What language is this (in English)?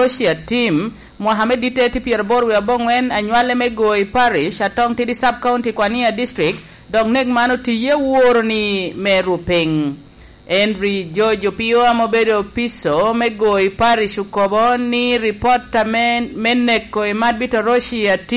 Lango (Uganda)